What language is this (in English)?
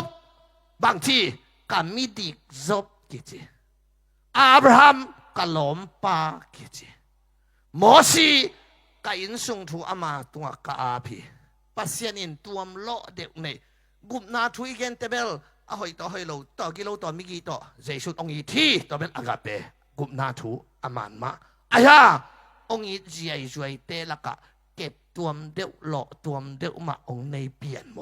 Tedim Chin